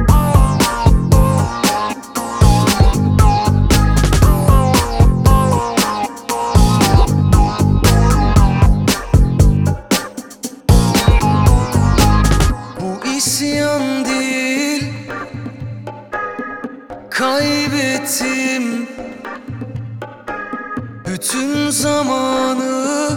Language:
Turkish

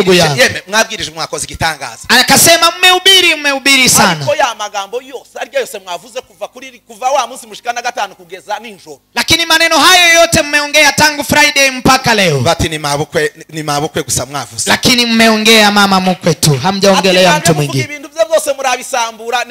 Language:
Kinyarwanda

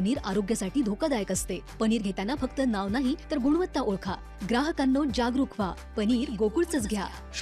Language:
Marathi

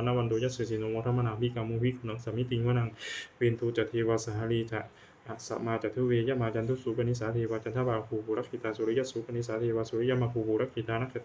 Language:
Pali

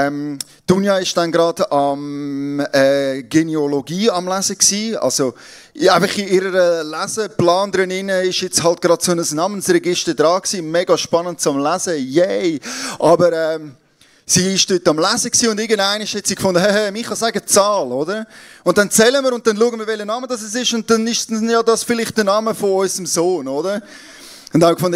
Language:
Swiss German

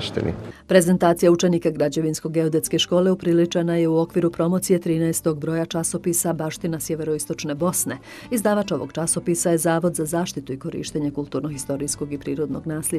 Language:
Bosnian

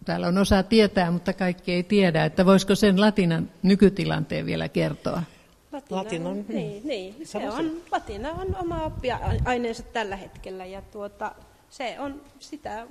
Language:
Finnish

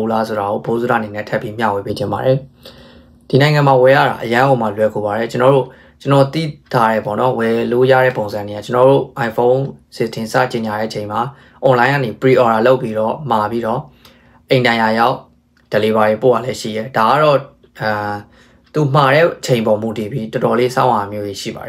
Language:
Burmese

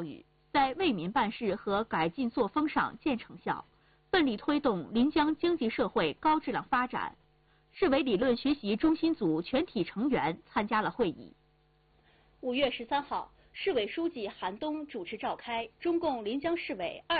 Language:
Chinese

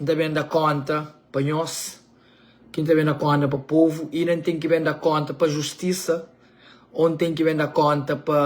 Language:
Kabuverdianu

